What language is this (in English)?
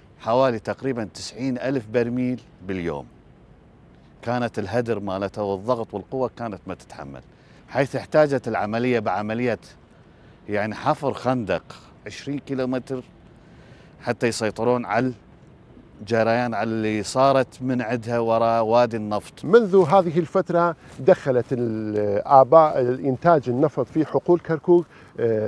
Arabic